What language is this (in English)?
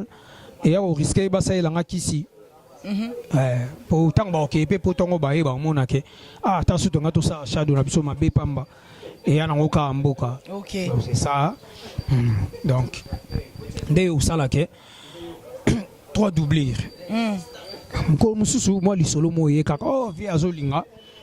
Lingala